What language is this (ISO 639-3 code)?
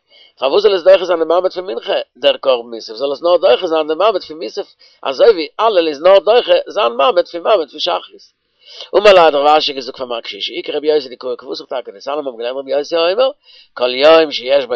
yid